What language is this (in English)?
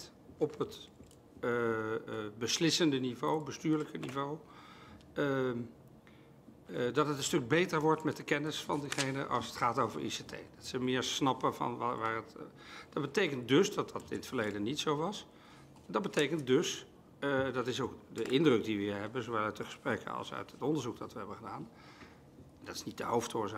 Dutch